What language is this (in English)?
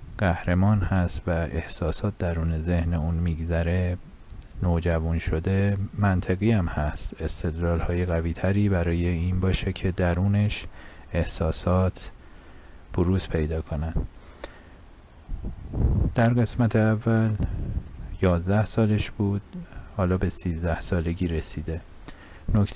Persian